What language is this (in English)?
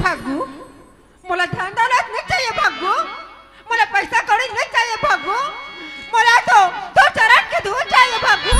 Chhattisgarhi